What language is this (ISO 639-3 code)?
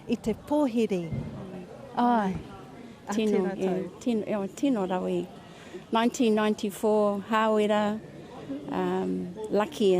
mri